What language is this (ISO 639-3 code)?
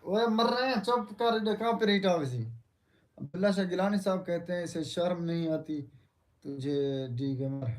skr